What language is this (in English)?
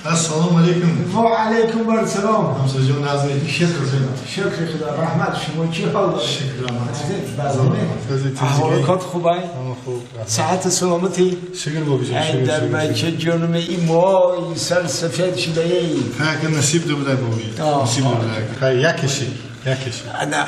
Tajik